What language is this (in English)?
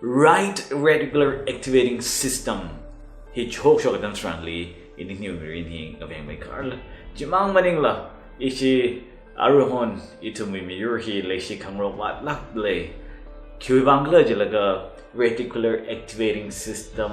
Tangkhul Naga (India)